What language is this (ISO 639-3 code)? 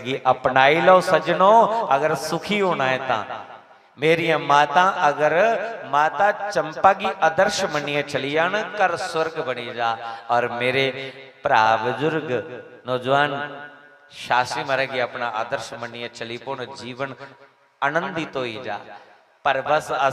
doi